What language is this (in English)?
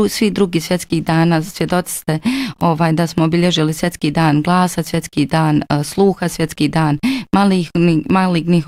Bosnian